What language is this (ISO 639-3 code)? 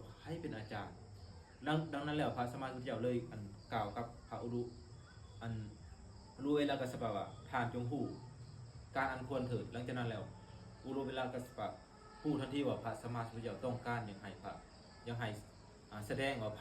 lao